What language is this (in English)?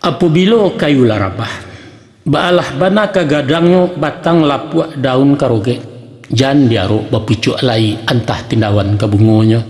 Minangkabau